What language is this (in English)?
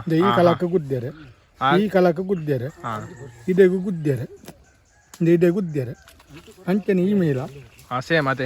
Tulu